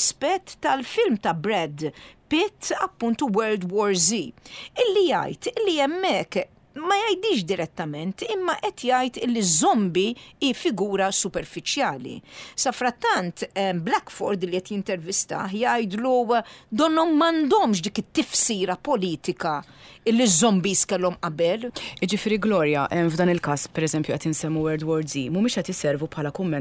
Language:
Maltese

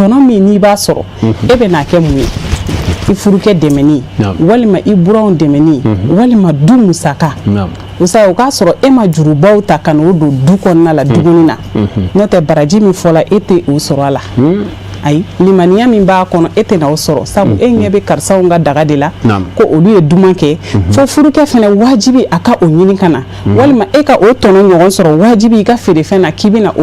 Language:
Bambara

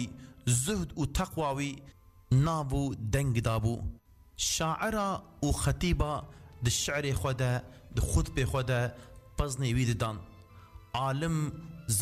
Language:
Kurdish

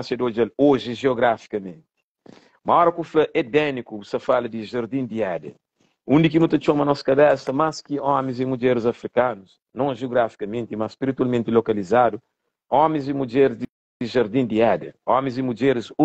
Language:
Kabuverdianu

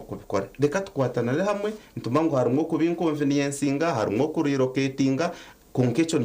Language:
Nyankole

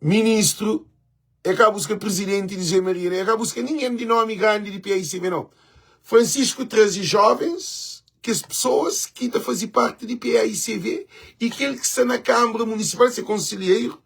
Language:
Kabuverdianu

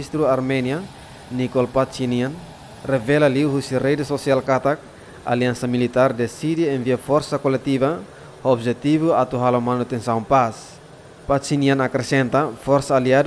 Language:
Tetum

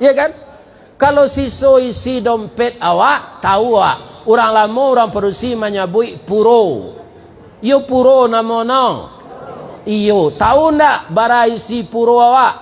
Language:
Minangkabau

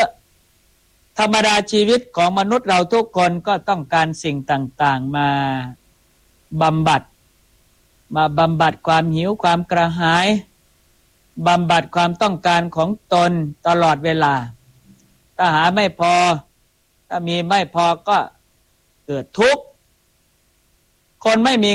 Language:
Thai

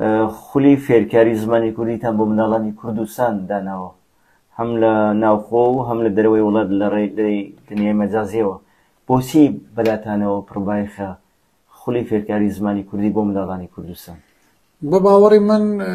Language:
Central Kurdish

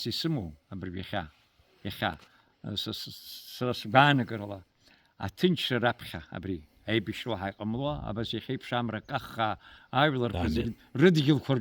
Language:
Abkhazian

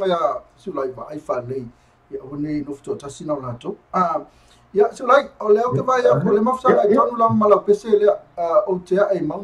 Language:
Samoan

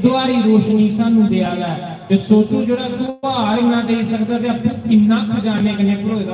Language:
Dogri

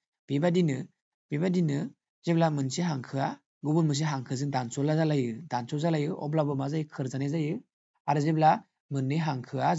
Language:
Bodo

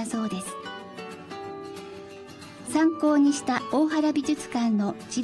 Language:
Japanese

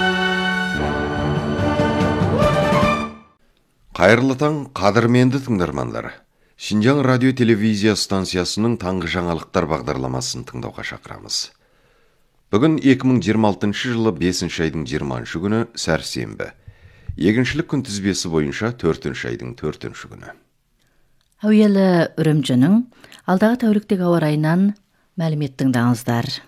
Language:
Kazakh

